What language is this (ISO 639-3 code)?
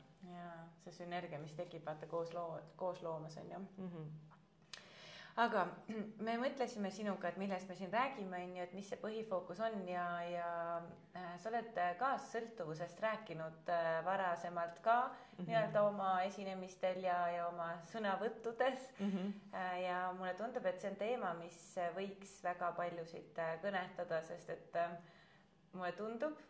est